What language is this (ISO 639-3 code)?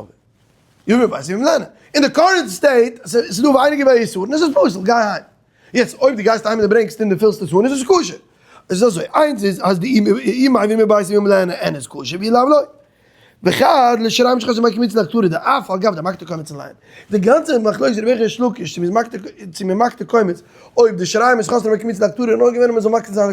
yid